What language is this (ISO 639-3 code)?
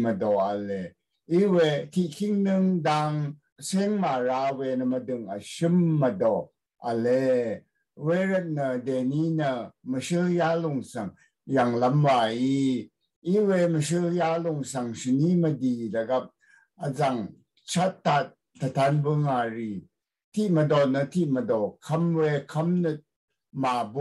raw